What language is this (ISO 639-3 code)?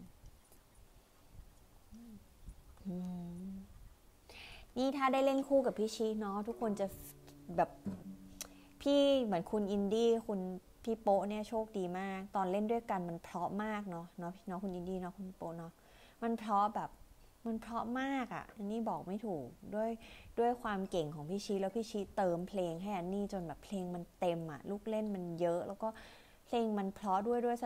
tha